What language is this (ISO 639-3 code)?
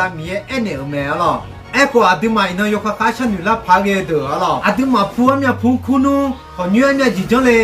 ahk